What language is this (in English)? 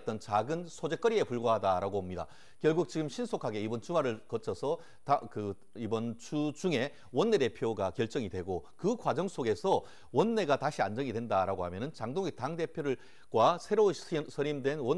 Korean